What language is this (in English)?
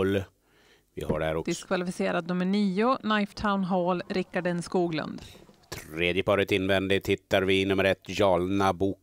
Swedish